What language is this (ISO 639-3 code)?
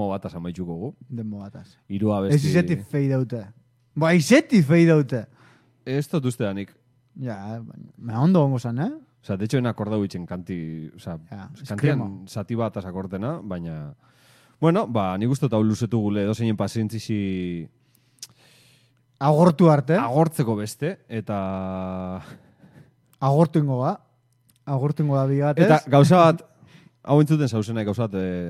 eus